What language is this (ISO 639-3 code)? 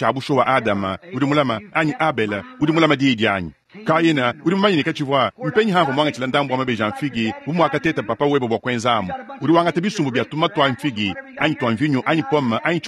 lua